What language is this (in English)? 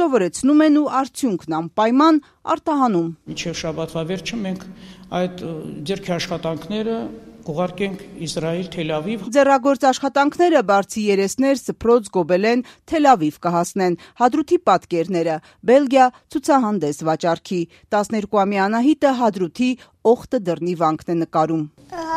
Armenian